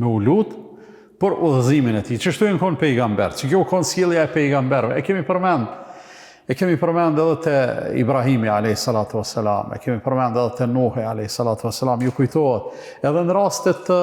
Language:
Albanian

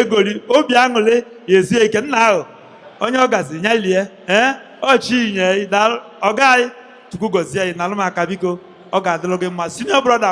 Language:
Igbo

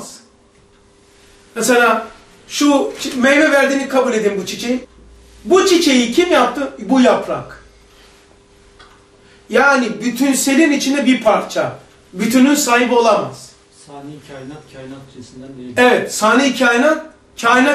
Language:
Turkish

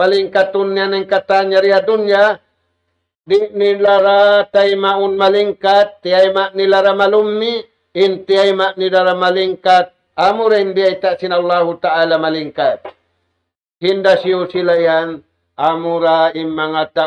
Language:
Tausug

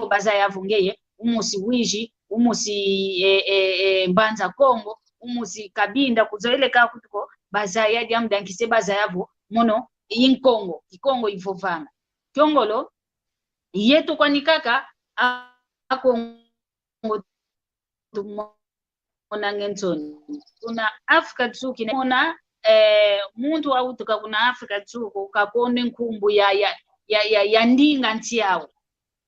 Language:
San Salvador Kongo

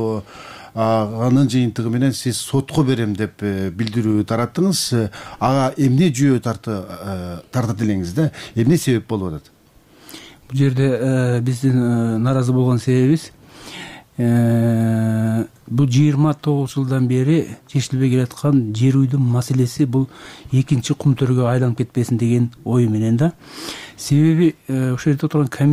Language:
Kyrgyz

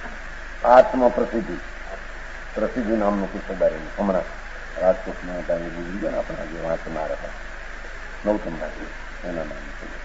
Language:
Gujarati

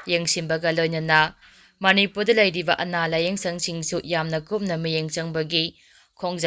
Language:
Manipuri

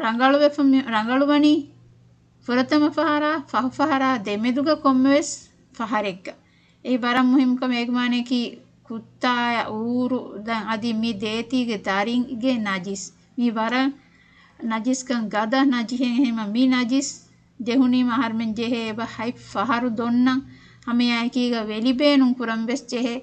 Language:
Divehi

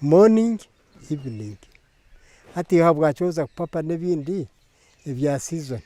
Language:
Nyankole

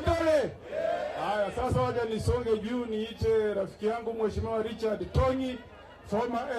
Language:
Gusii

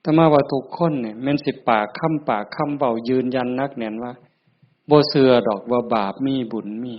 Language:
Northeastern Thai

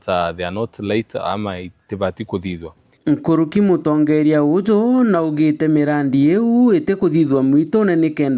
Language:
Meru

